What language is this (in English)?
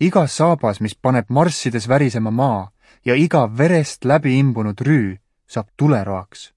Estonian